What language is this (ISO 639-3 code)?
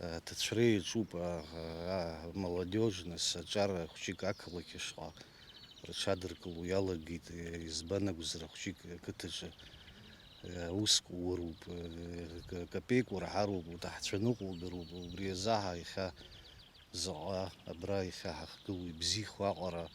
abk